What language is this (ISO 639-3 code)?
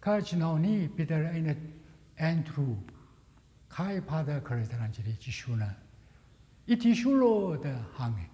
nmf